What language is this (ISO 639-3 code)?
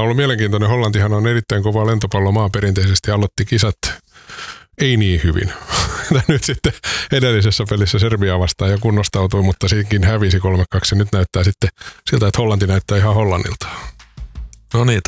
fin